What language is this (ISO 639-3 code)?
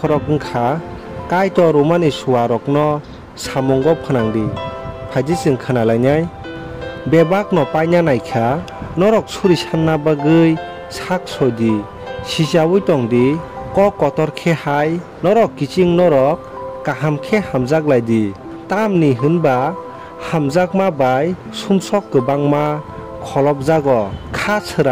trp